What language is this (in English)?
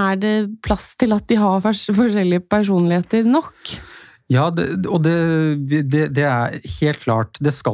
Norwegian